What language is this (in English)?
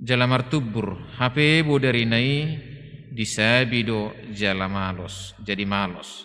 Batak Toba